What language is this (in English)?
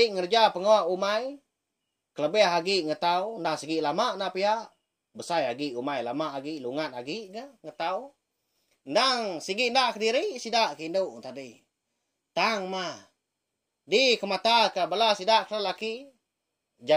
Iban